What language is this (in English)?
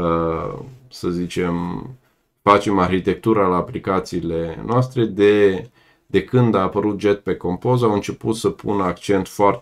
Romanian